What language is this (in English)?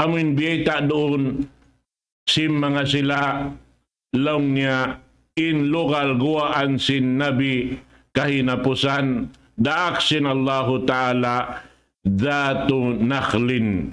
Tausug